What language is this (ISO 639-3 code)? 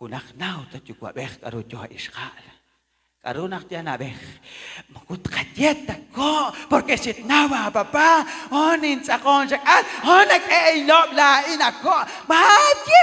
kek